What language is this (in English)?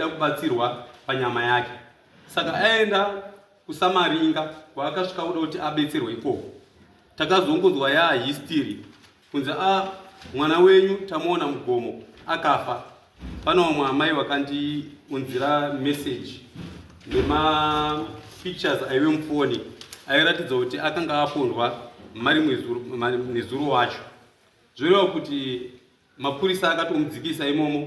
Shona